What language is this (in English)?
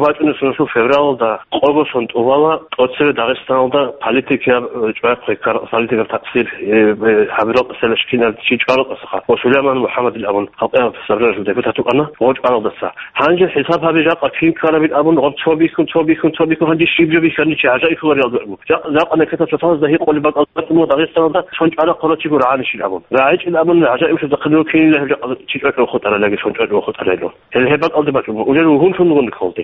Avaric